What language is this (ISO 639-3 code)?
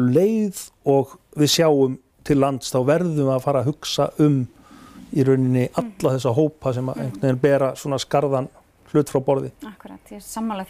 isl